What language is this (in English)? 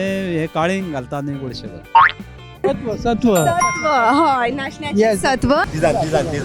Konkani